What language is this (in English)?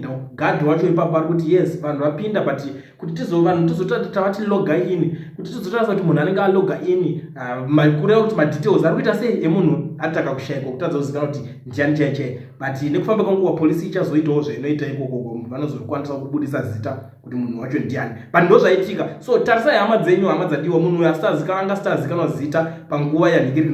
Shona